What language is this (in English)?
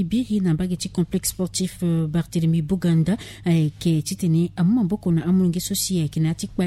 Sango